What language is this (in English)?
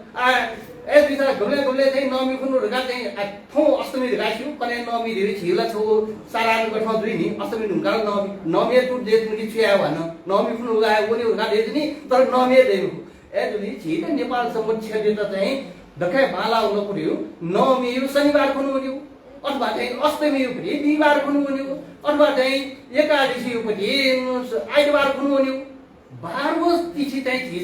Newari